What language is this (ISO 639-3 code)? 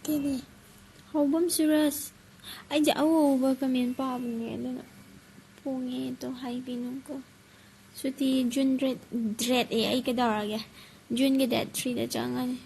mni